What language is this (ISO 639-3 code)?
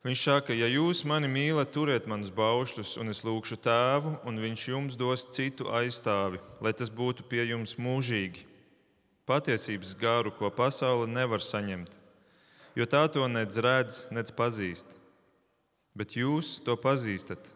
lav